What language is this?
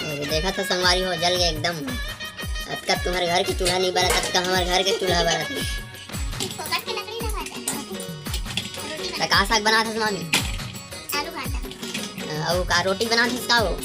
Chhattisgarhi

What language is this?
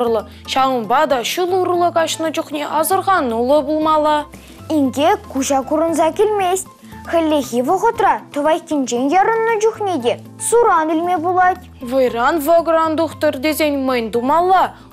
Chuvash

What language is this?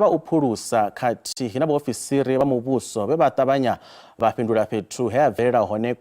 Venda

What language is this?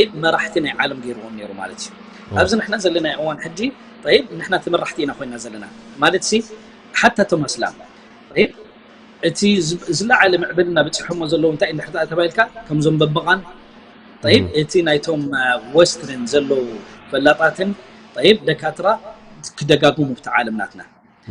Tigrinya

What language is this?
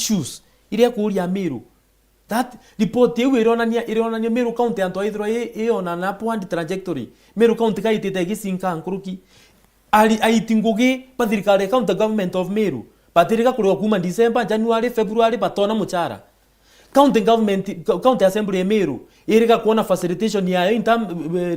Meru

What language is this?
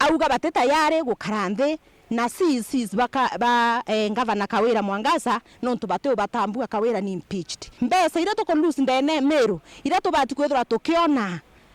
Meru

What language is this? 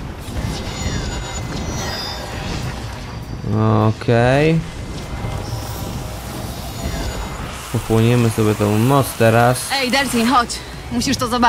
Polish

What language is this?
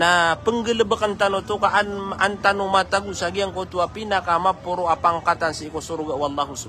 Maranao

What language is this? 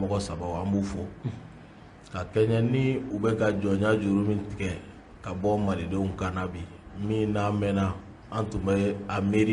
Bambara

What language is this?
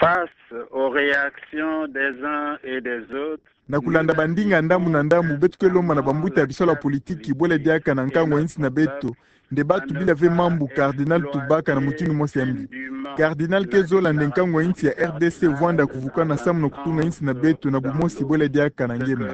Kituba (Democratic Republic of Congo)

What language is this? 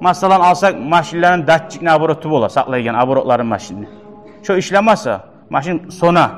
Kumyk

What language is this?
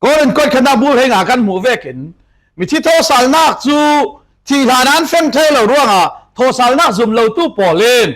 Falam Chin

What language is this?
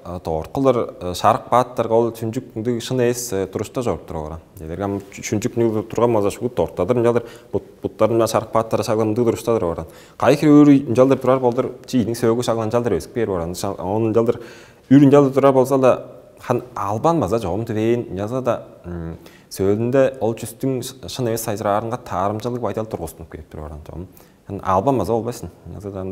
Tuvinian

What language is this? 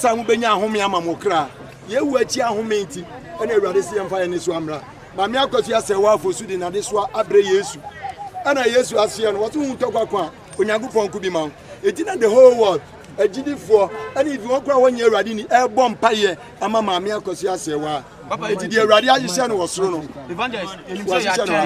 Akan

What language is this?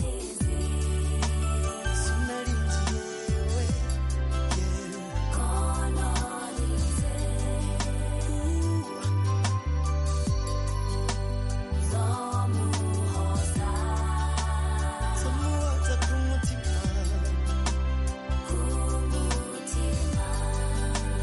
Kinyarwanda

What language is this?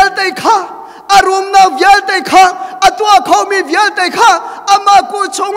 Hakha Chin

